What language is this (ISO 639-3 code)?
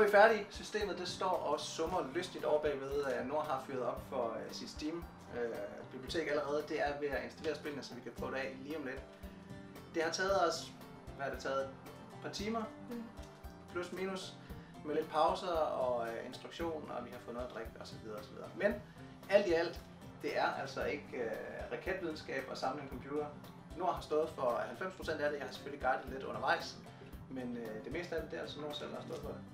dan